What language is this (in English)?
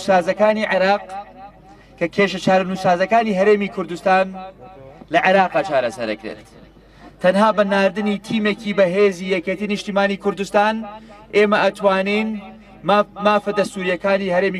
Central Kurdish